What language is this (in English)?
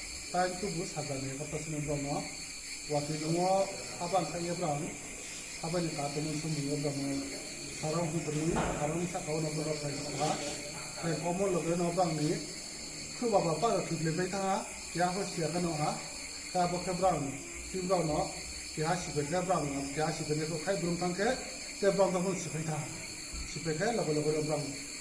Riang (India)